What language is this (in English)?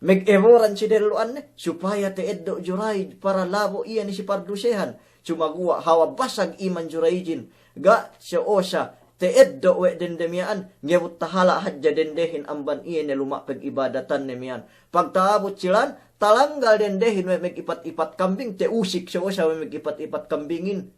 Yakan